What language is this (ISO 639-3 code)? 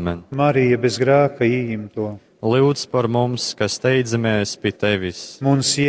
ltg